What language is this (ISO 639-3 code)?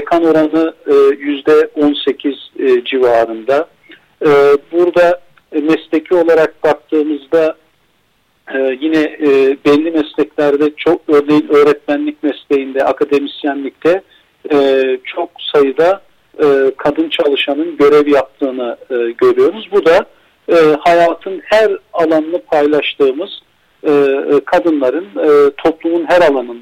tur